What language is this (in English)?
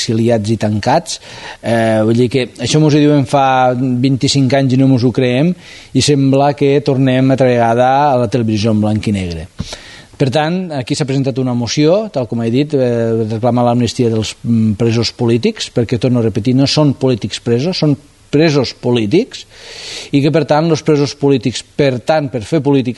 Catalan